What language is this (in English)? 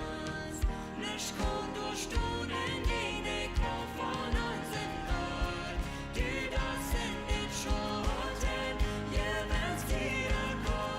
Plautdietsch